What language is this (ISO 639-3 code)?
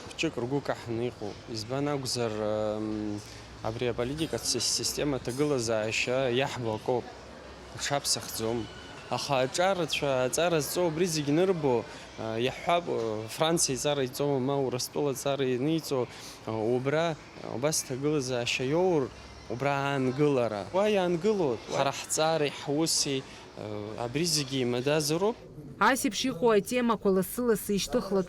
abk